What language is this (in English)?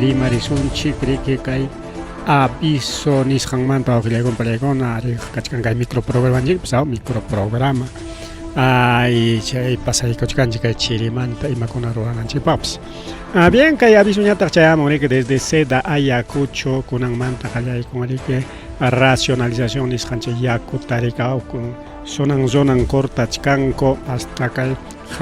Ayacucho Quechua